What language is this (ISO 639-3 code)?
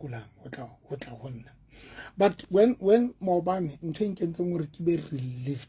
sot